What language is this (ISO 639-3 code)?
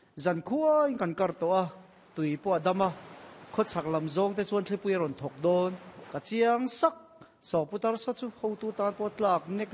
lus